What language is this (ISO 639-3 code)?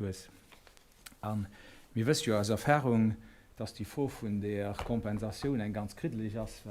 ltz